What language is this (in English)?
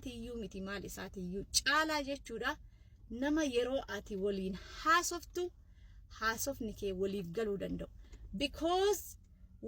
Oromo